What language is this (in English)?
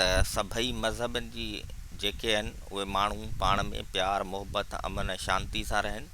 Sindhi